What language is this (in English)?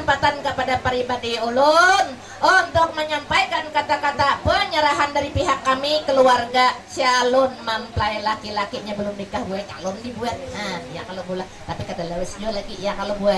Banjar